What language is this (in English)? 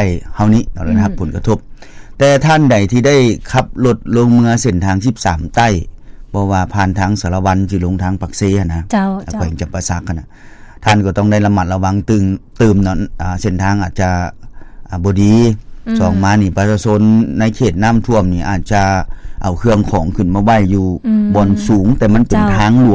Lao